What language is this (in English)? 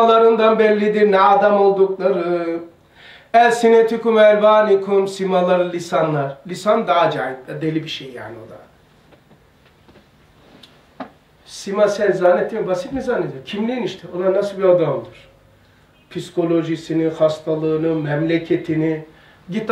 Turkish